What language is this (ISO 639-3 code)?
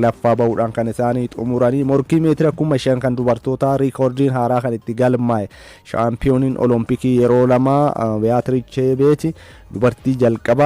orm